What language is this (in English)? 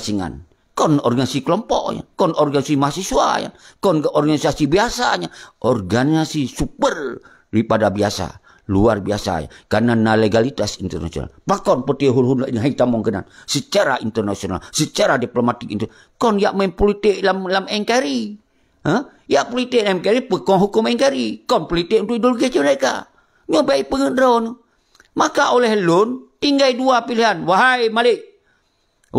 Achinese